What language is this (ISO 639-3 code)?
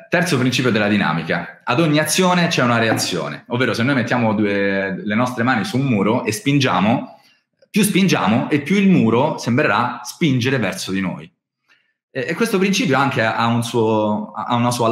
ita